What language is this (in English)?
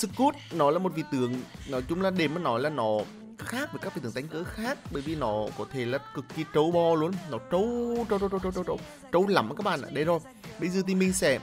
Vietnamese